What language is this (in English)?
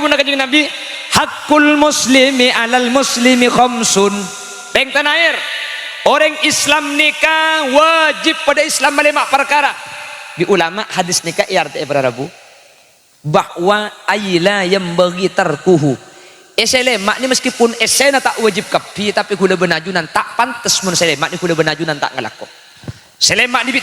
Madurese